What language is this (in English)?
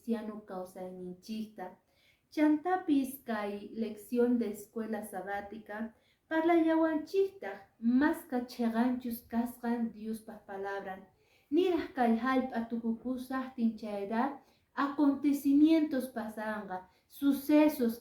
Quechua